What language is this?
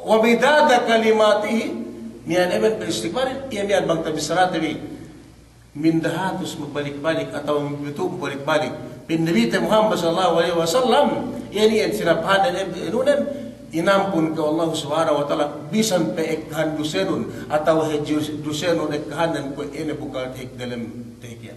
Yakan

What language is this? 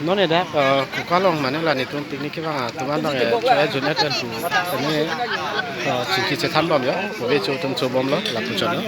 Karbi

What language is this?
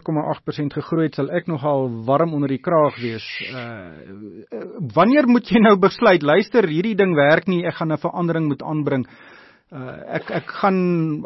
Afrikaans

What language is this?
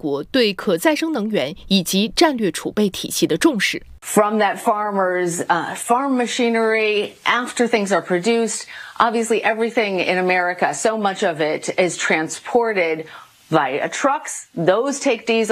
Chinese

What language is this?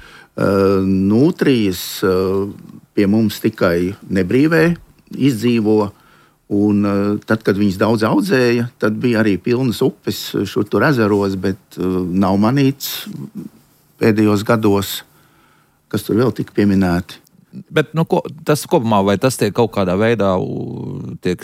Latvian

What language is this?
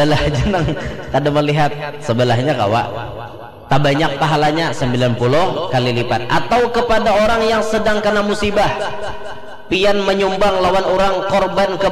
Banjar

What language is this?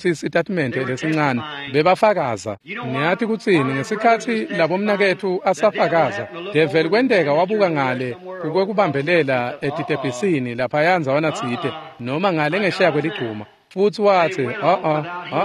Swati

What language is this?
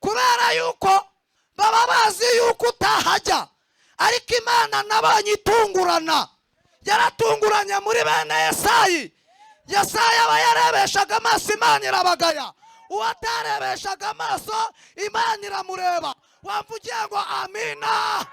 Kinyarwanda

